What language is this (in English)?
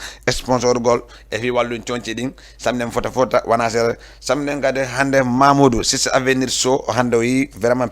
Fula